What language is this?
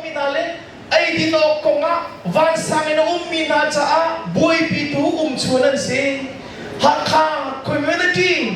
Hakha Chin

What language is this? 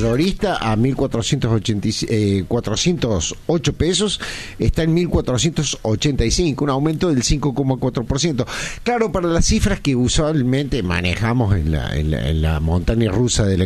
Spanish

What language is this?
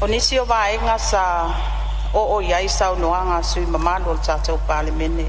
Samoan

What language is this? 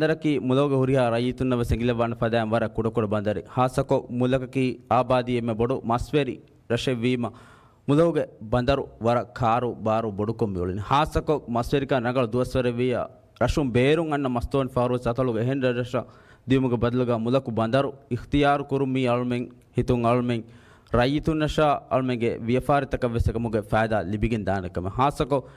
Divehi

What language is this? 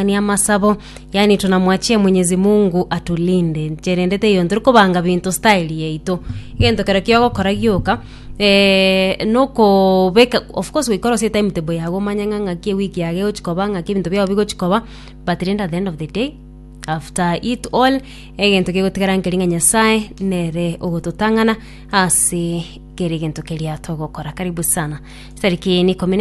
Gusii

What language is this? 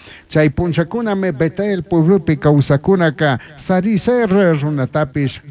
Chimborazo Highland Quichua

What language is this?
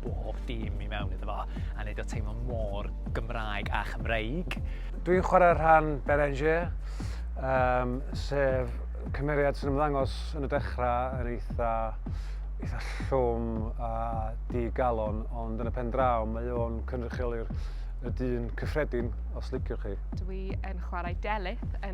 Welsh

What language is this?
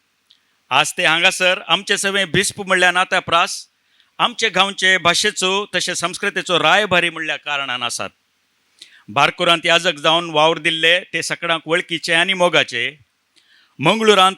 Konkani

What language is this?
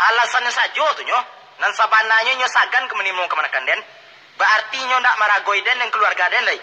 Minangkabau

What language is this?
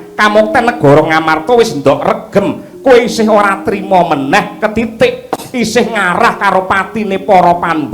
Javanese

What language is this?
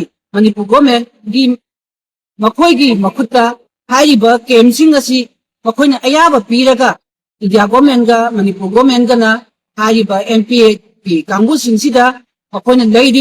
Manipuri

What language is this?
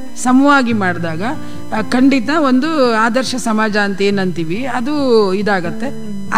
Kannada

